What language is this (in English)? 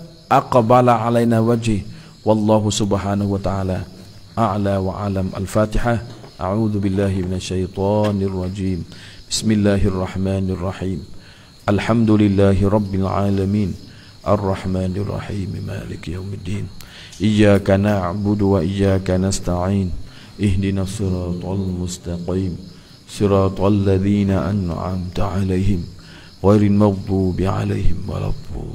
Thai